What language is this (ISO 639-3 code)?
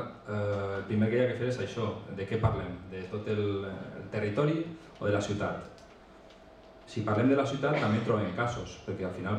cat